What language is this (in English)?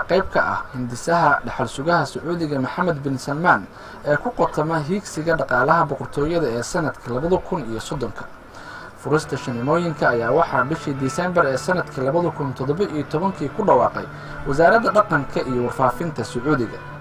Somali